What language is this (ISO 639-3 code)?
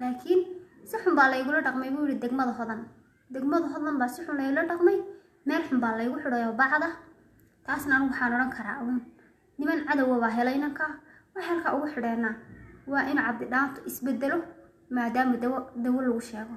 som